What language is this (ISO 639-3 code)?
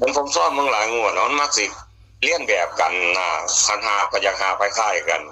tts